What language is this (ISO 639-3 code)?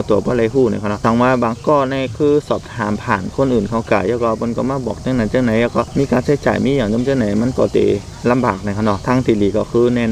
shn